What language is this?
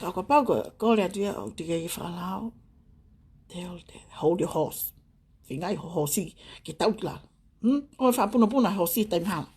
Tongan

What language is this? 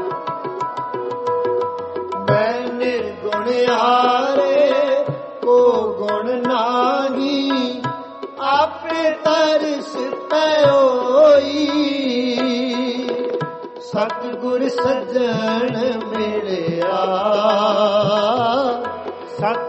Punjabi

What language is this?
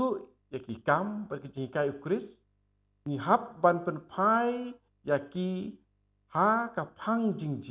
Khasi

